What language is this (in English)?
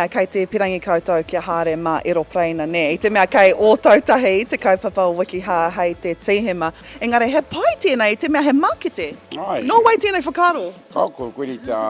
Māori